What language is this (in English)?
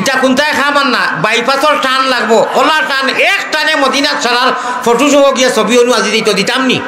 Sylheti